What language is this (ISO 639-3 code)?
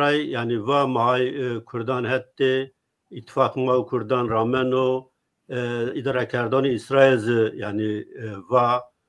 zza